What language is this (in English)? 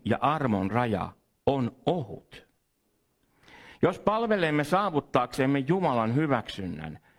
Finnish